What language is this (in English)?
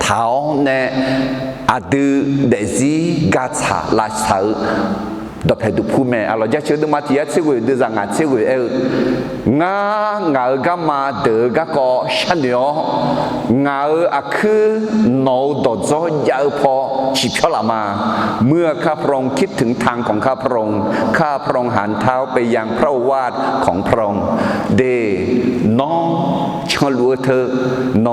Akha